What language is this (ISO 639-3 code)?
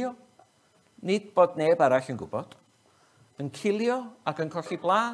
cym